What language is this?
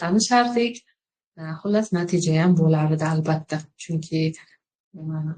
Uzbek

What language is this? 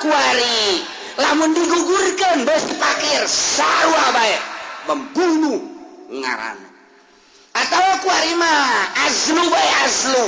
Sundanese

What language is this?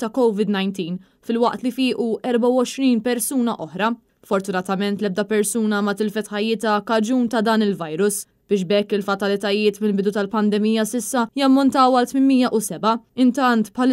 Maltese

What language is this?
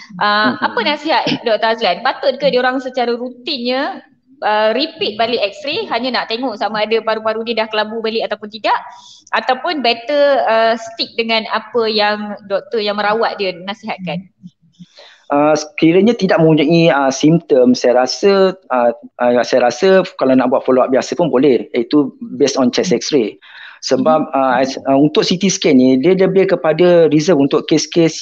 Malay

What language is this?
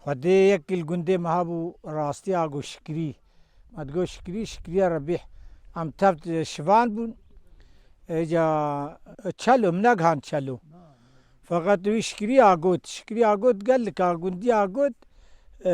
Kurdish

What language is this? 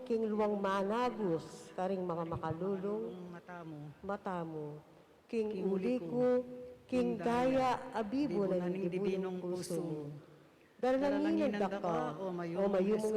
Pampanga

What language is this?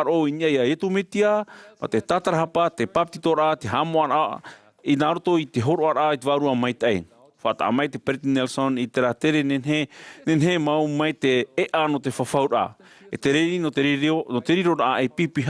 Tahitian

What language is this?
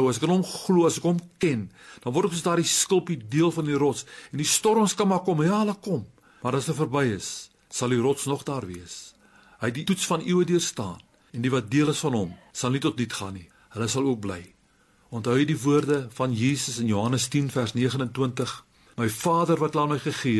Afrikaans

